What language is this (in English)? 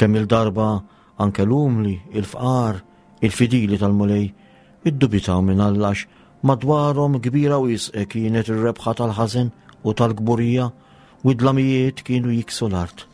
Maltese